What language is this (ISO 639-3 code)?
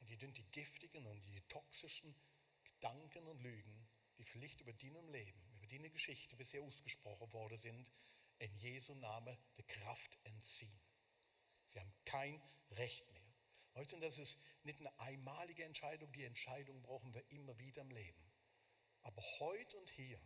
gsw